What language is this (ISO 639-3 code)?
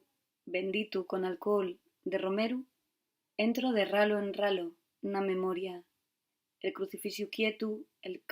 ast